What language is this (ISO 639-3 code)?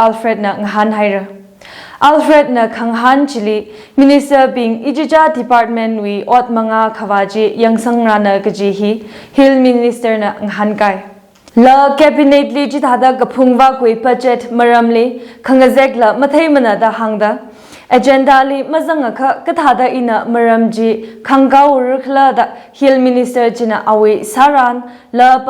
nmf